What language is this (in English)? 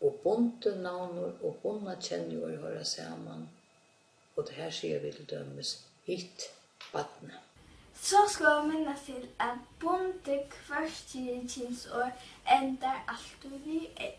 Faroese